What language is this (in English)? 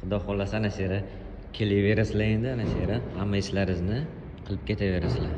Uzbek